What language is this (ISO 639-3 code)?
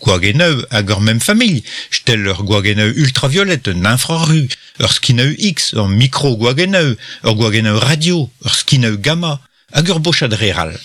bre